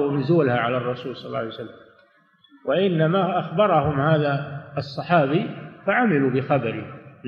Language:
Arabic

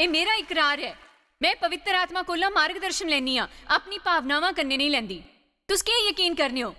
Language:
Dogri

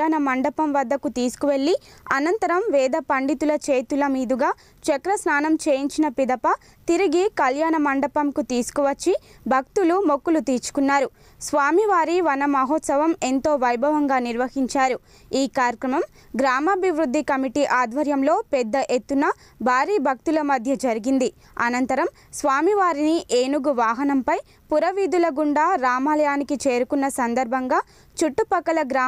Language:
Telugu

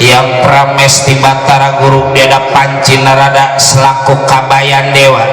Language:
Betawi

